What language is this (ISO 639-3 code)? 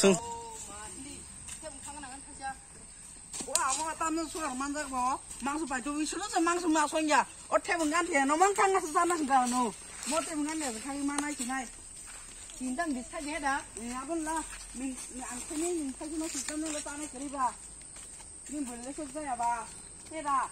trp